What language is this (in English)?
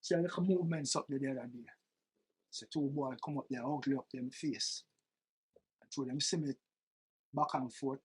Jamaican Creole English